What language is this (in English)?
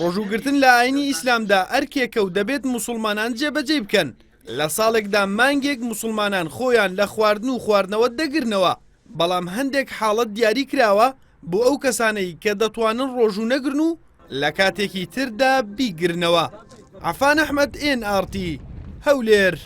Central Kurdish